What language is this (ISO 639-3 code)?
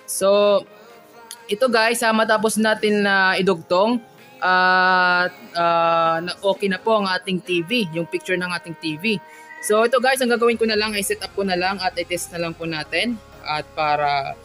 fil